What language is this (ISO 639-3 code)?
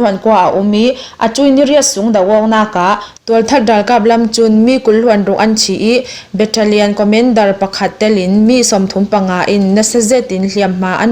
cnh